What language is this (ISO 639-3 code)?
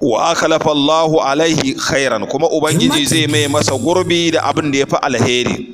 hau